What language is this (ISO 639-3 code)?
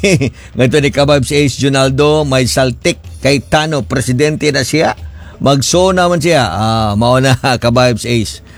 ceb